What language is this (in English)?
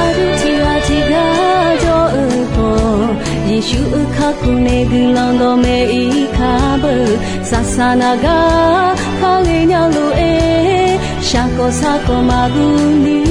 Akha